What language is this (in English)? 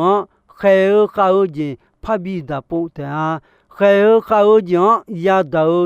Akha